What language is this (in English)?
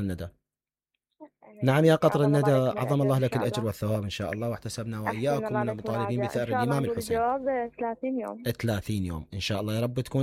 Mesopotamian Arabic